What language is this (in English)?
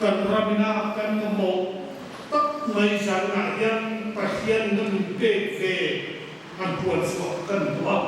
Hmar